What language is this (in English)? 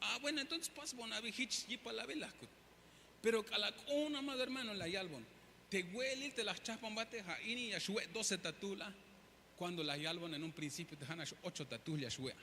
Tzeltal